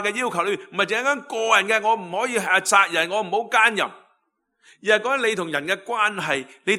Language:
Cantonese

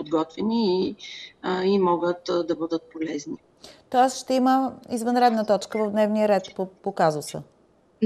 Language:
Bulgarian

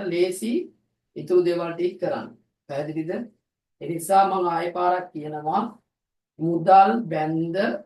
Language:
Sinhala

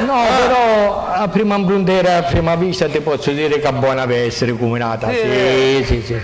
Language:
Sicilian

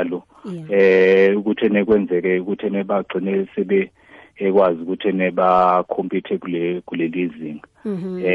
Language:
South Ndebele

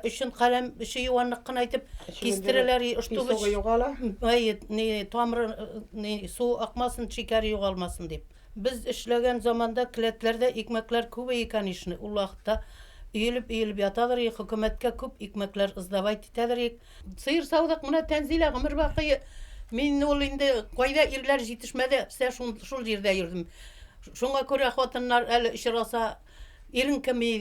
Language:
Bashkir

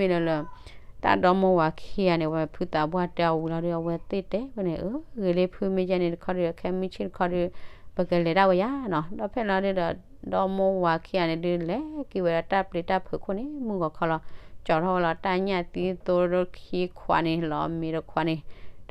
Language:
S'gaw Karen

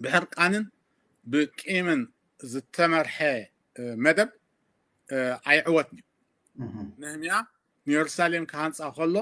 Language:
Tigrinya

